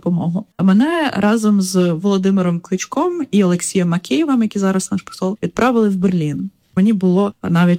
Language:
Ukrainian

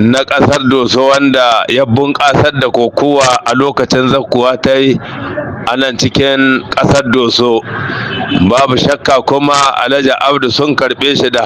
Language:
Hausa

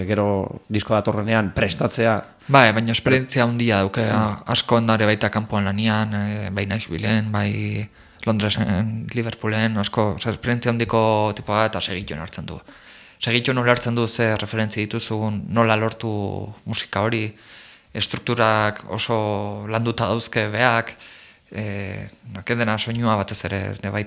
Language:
Basque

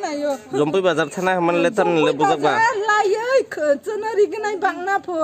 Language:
Kok Borok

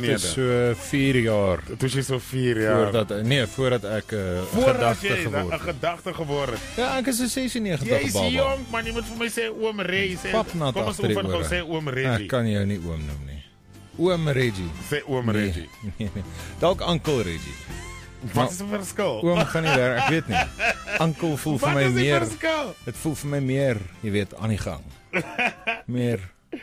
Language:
Afrikaans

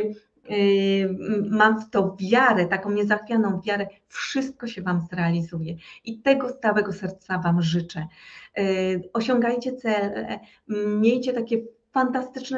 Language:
Polish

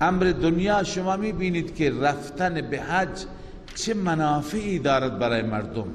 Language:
Persian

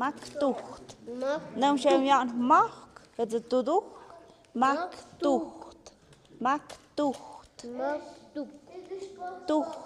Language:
Tlahuitoltepec Mixe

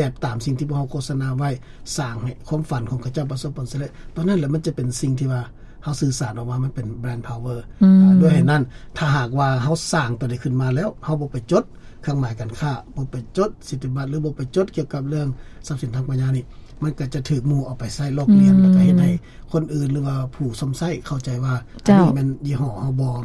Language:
Lao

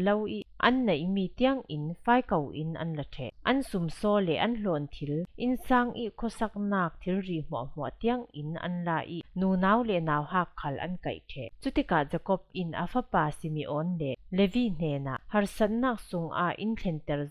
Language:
Falam Chin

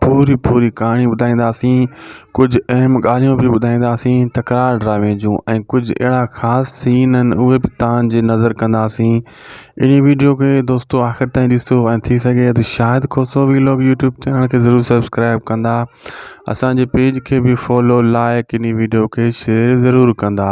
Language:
Sindhi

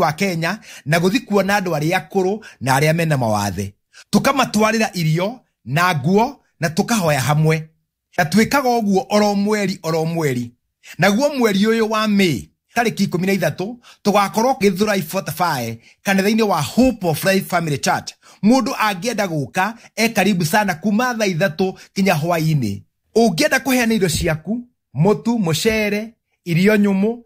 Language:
Kikuyu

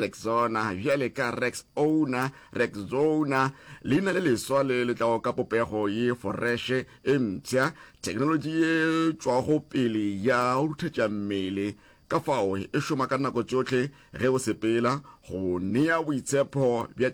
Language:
Northern Sotho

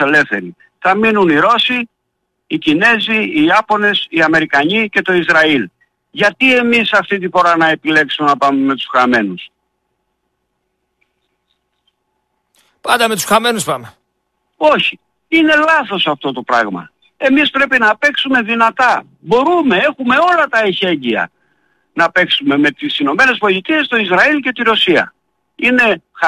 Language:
Greek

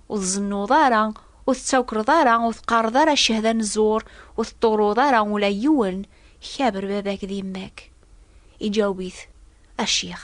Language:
Kabyle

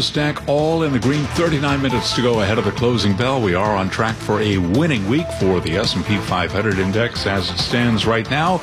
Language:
English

